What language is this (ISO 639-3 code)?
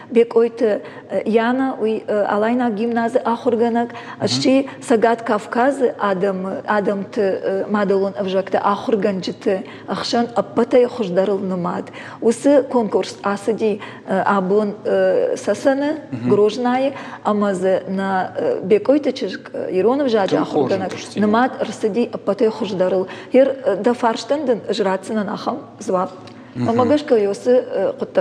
oss